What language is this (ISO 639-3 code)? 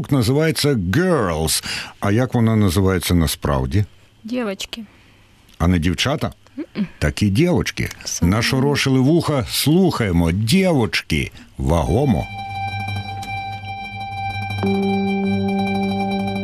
ukr